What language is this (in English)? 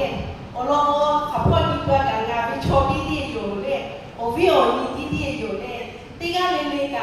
Lahu